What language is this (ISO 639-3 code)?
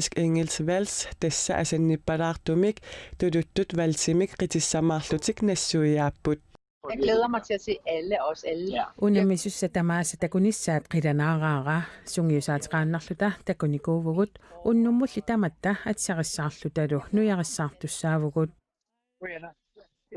kal